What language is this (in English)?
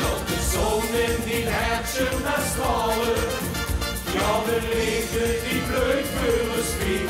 Limburgish